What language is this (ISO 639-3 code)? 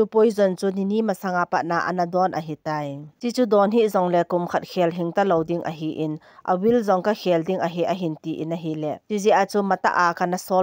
tcz